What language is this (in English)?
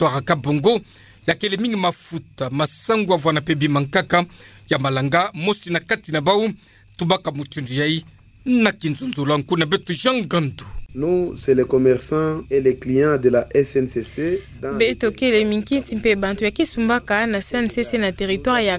Kituba (Democratic Republic of Congo)